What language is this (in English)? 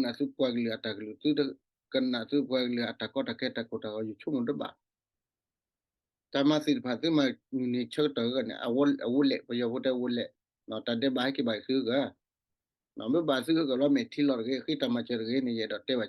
S'gaw Karen